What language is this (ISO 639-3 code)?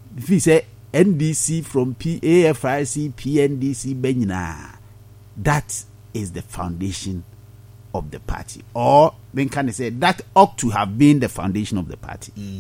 aka